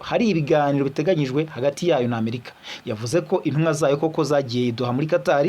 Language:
Kinyarwanda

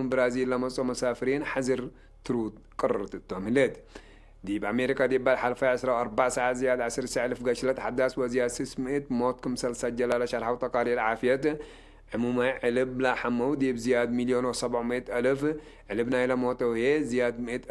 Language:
Tigre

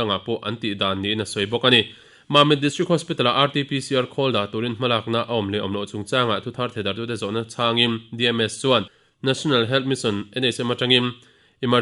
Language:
Mizo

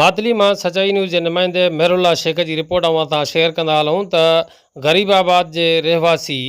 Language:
Sindhi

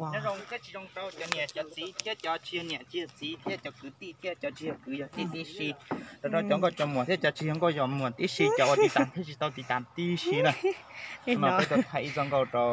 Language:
Hmong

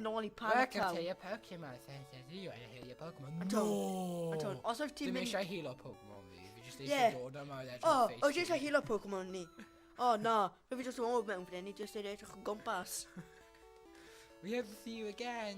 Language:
Welsh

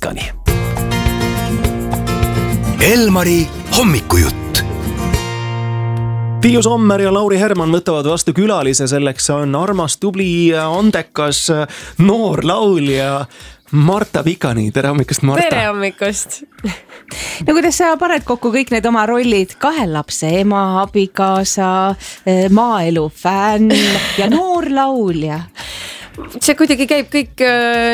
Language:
Estonian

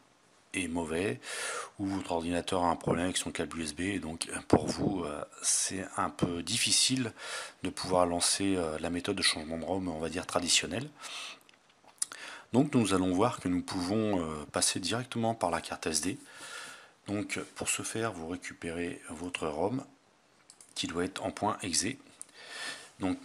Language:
French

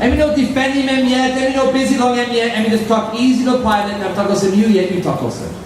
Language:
Tok Pisin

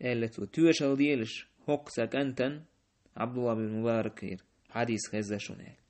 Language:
Chechen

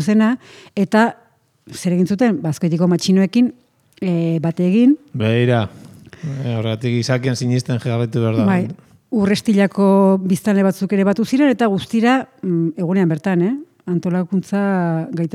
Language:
Basque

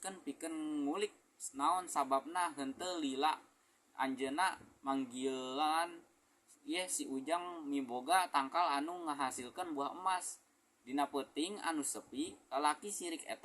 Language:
Sundanese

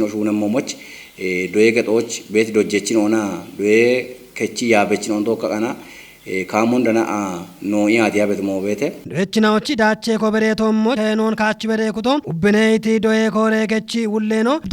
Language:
Kafa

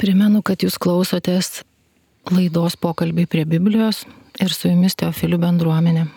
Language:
Lithuanian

